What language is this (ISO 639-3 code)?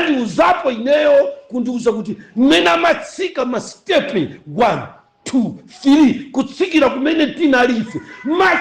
nya